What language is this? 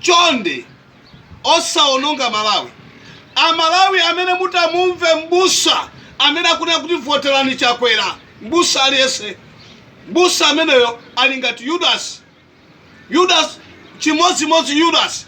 Nyanja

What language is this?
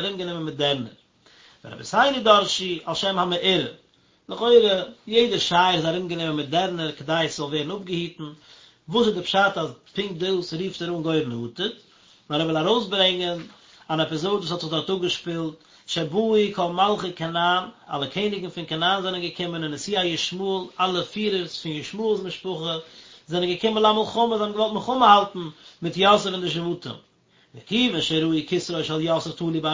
Yiddish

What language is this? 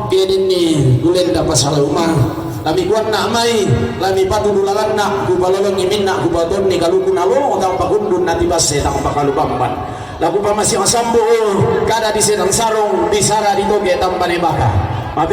Toraja-Sa'dan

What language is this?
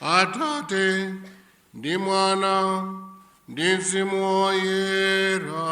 Nyanja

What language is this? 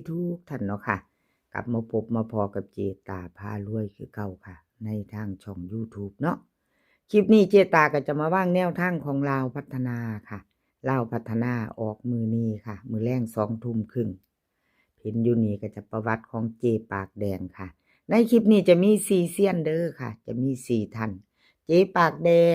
Northeastern Thai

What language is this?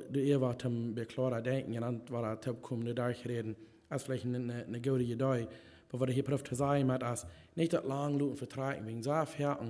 Plautdietsch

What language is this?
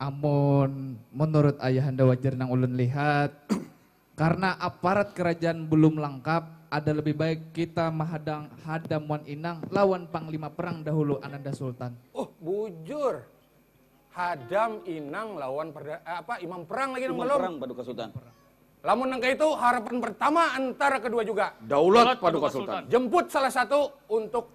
Banjar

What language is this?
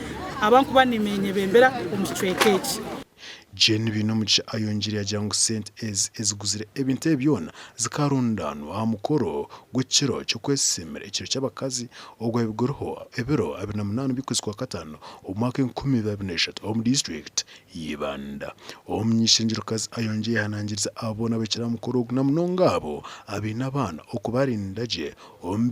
Nyankole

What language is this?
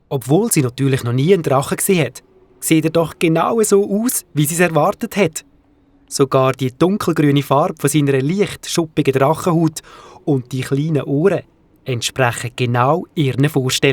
Swiss German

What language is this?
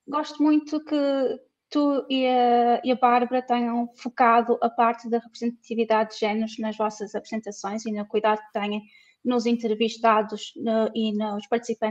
Portuguese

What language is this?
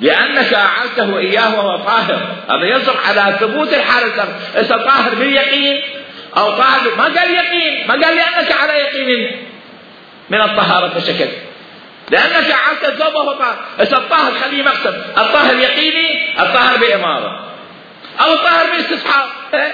Mesopotamian Arabic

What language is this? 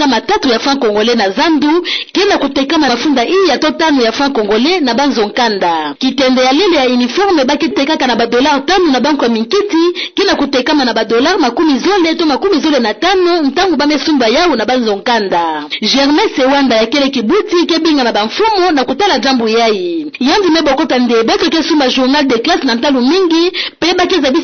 Kituba (Democratic Republic of Congo)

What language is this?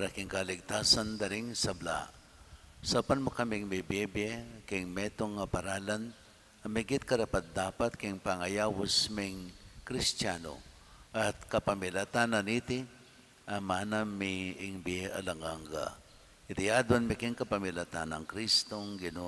Pampanga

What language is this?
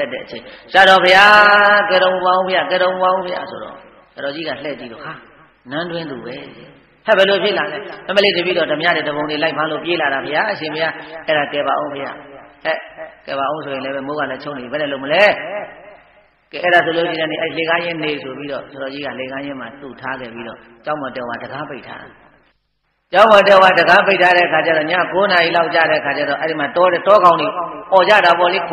Burmese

